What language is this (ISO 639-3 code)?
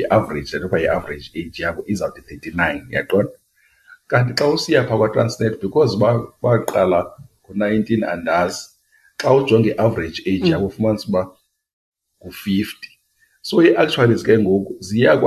xho